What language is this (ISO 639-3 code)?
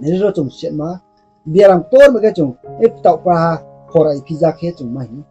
ria